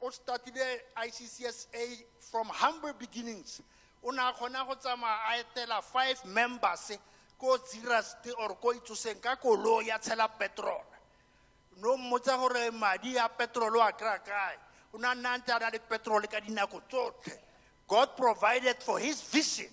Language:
Tswana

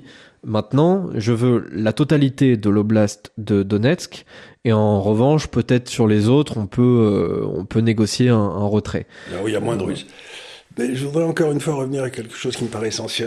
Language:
French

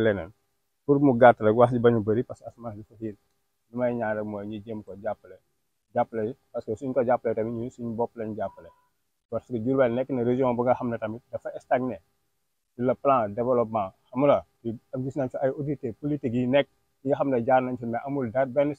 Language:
Wolof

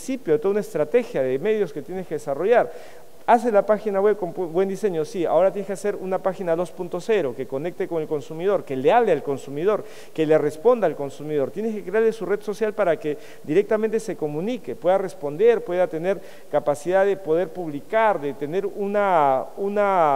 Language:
Spanish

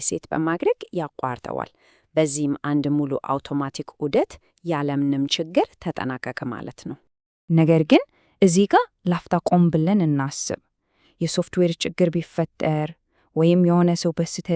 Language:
Amharic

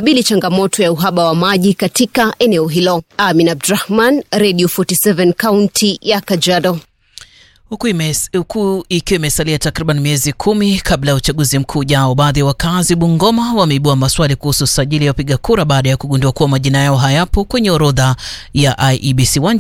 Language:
Swahili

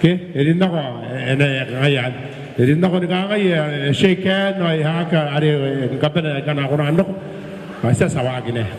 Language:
Gilbertese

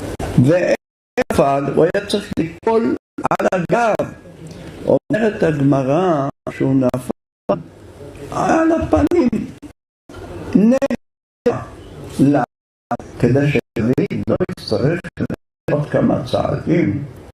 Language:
Hebrew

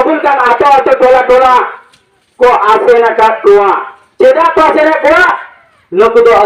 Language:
Santali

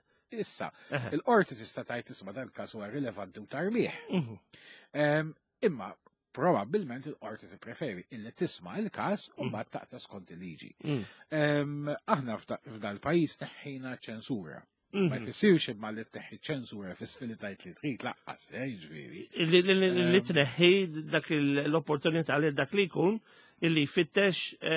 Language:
Maltese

